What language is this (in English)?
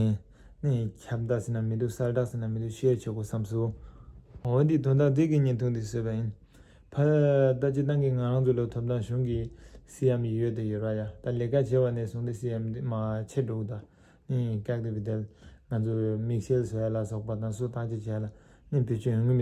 Tibetan